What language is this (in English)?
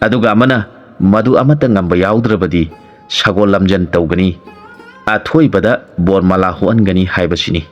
Manipuri